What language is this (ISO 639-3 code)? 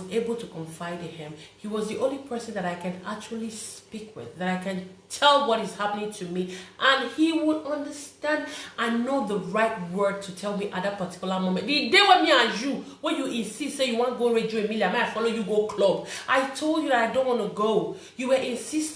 pcm